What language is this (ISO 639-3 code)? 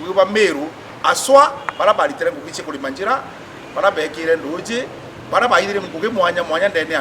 mer